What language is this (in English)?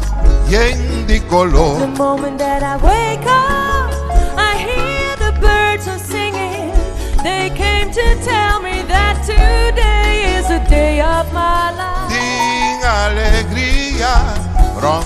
Papiamento